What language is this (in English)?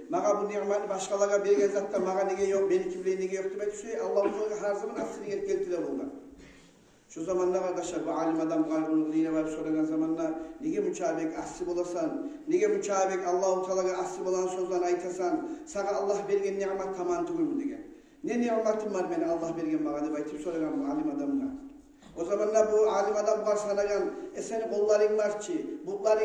Kumyk